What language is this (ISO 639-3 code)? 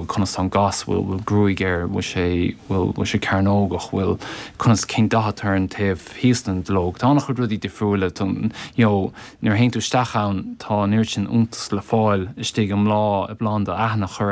gle